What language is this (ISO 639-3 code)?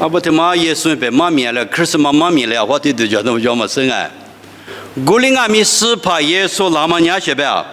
lis